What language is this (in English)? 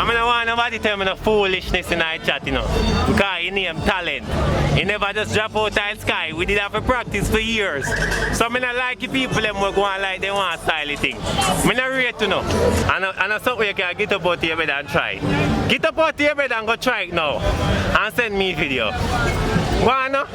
Jamaican Creole English